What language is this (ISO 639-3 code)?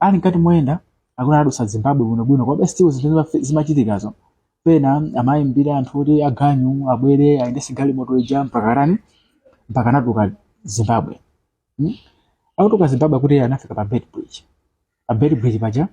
nya